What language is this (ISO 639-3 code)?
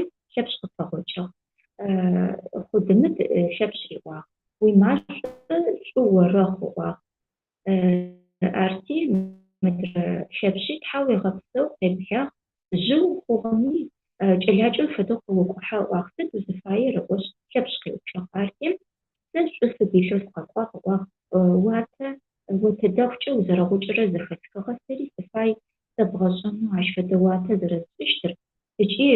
ady